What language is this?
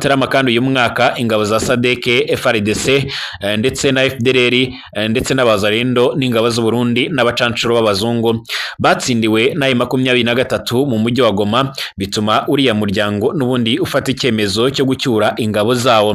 Kinyarwanda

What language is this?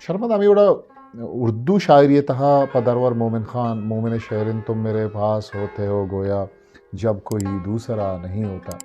Eastern Balochi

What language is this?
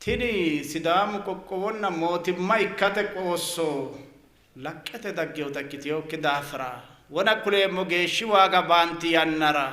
Sidamo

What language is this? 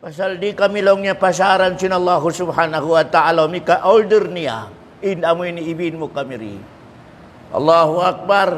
Tausug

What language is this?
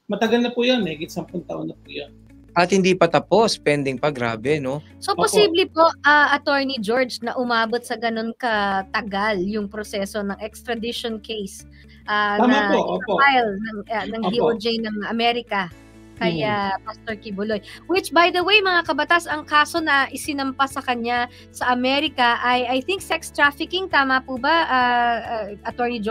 Filipino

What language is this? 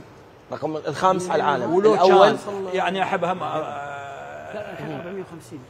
Mesopotamian Arabic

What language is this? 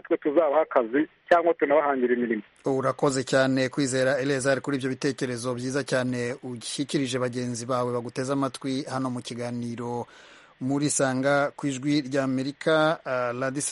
Kinyarwanda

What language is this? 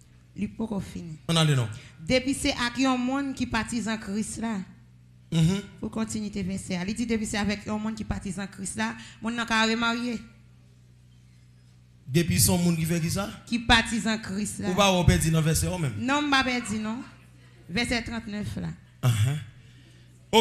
French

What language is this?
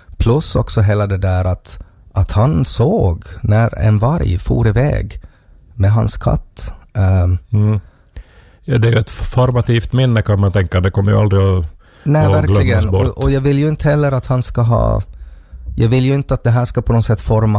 Swedish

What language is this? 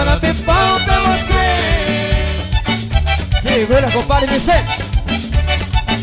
Portuguese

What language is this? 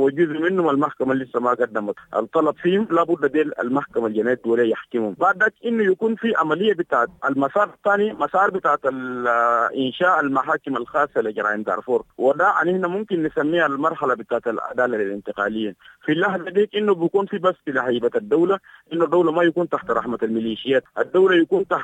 Sudanese Arabic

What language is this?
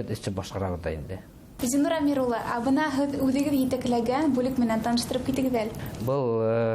Bashkir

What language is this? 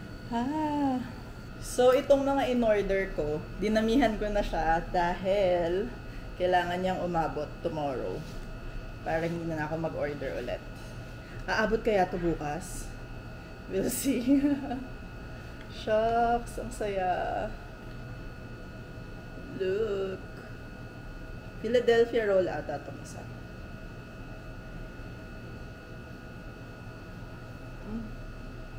Filipino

